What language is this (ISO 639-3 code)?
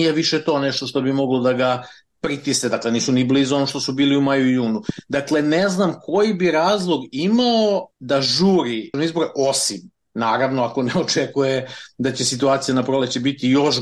srp